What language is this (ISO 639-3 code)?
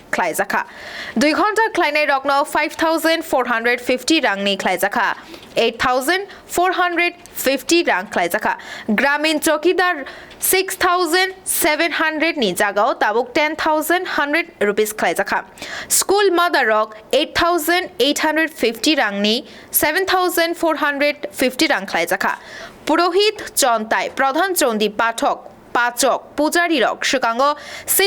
trp